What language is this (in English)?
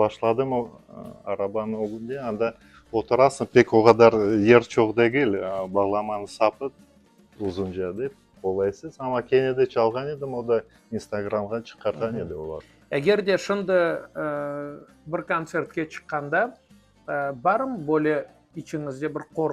Crimean Tatar